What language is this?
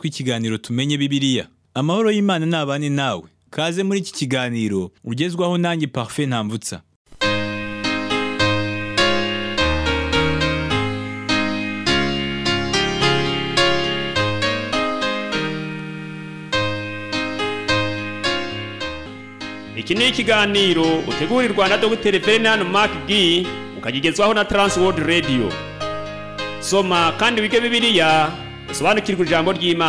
Kinyarwanda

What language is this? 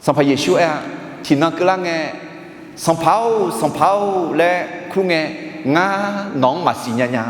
Akha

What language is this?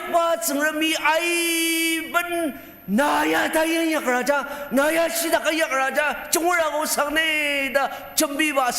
Ao Naga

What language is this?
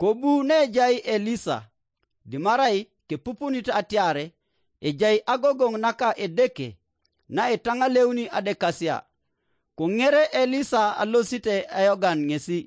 Teso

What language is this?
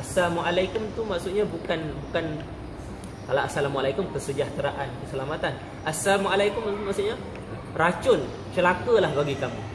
Malay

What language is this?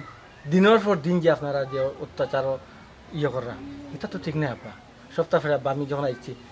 Sylheti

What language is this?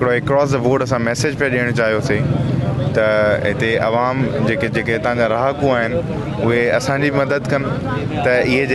Sindhi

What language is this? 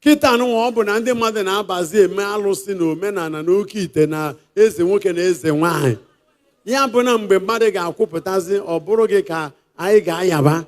Igbo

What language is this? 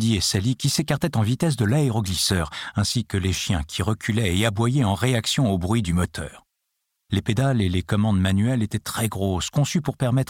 French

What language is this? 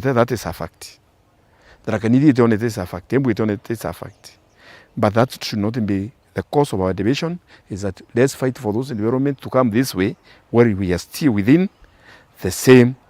Meru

